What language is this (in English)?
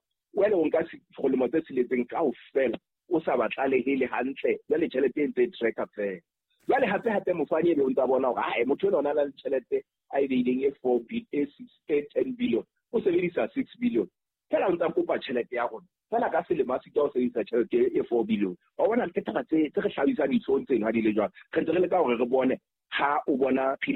Southern Sotho